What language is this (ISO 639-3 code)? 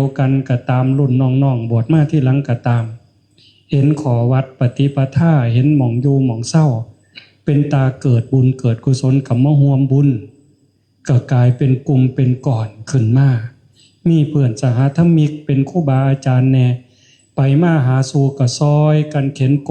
tts